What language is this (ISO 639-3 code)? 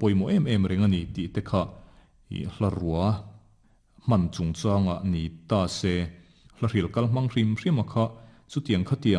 lus